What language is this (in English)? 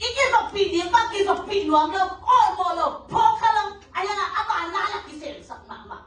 Tedim Chin